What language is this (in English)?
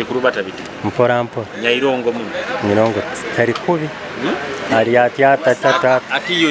Nyoro